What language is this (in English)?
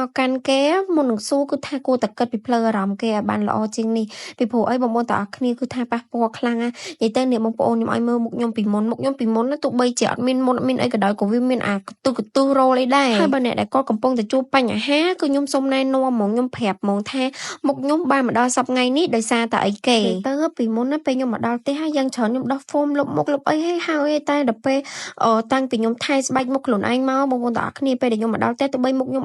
Khmer